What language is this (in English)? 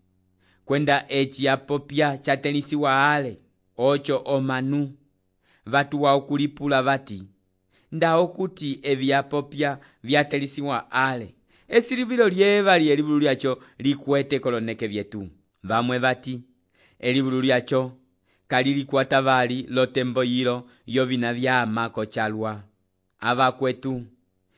Umbundu